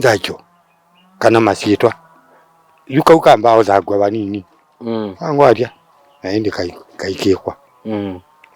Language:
Kamba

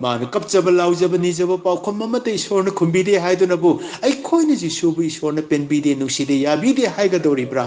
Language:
Manipuri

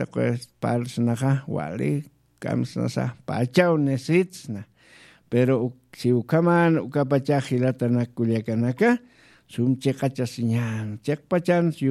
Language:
Aymara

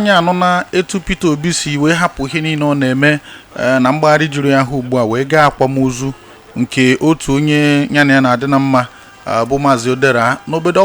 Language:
Igbo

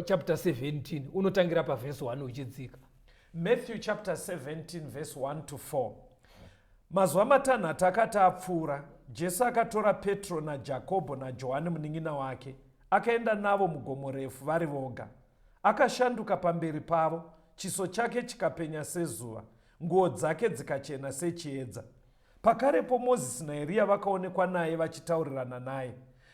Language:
Shona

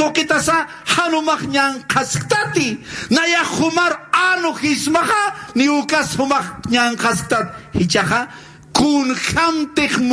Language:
Aymara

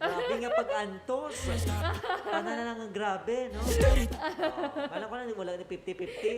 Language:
Hiligaynon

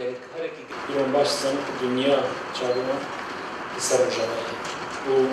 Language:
Kurdish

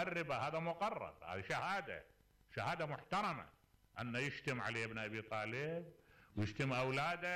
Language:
Mesopotamian Arabic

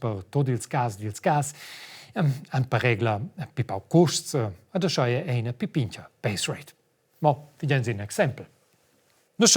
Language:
Romansh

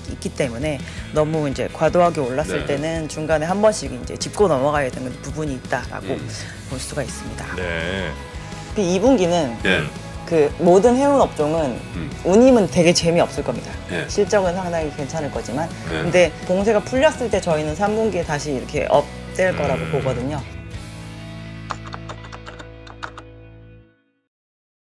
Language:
Korean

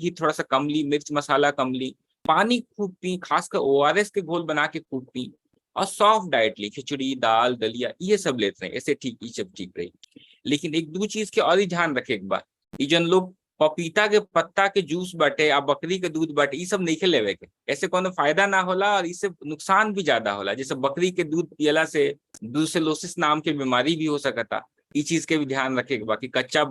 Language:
Bhojpuri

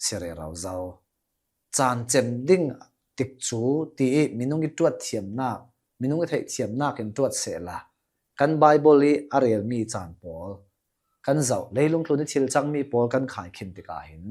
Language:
Hakha Chin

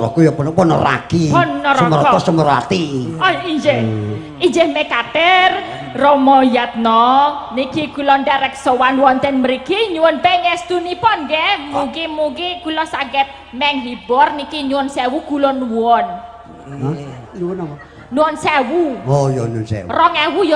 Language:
Javanese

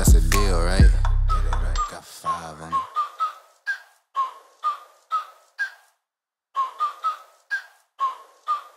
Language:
Romanian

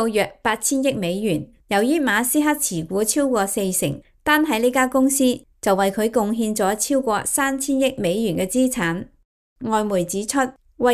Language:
Cantonese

